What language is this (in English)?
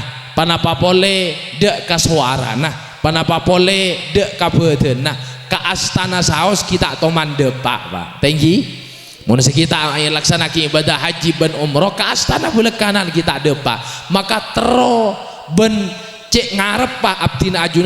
Madurese